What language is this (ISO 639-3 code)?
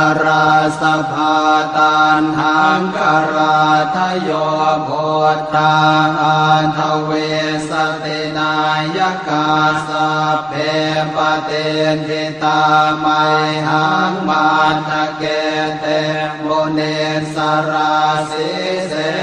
pli